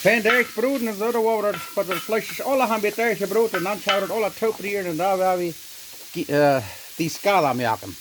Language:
Plautdietsch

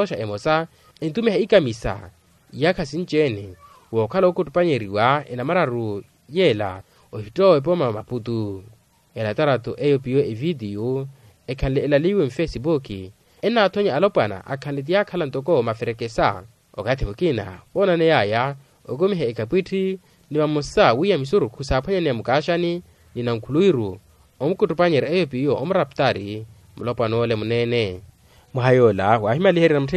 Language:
Makhuwa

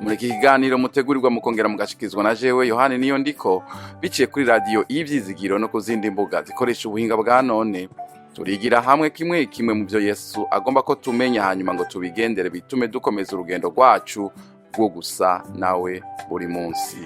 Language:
Rundi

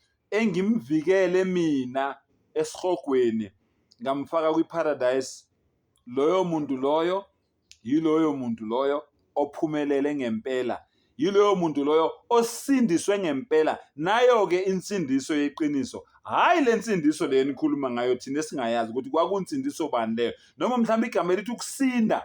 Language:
Zulu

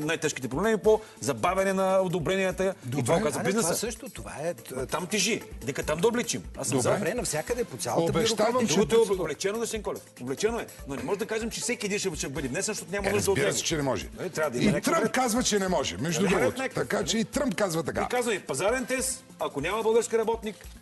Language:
Bulgarian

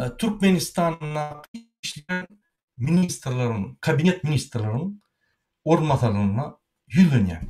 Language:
Turkmen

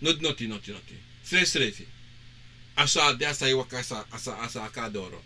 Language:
Sranan Tongo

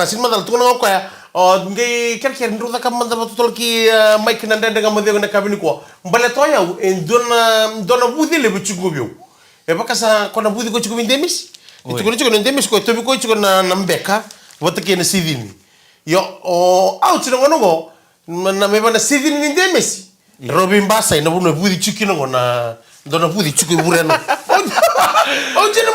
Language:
Fijian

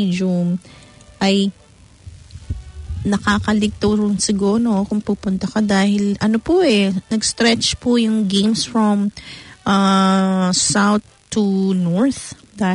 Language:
Filipino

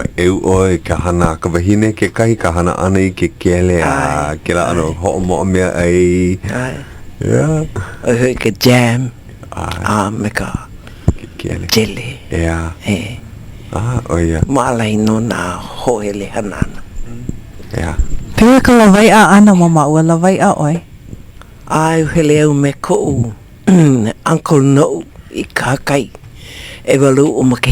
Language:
Hawaiian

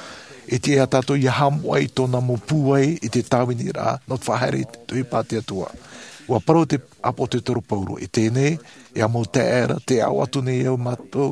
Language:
Tahitian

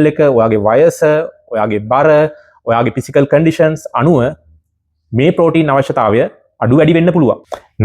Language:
Sinhala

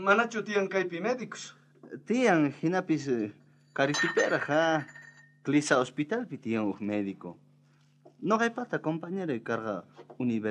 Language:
South Bolivian Quechua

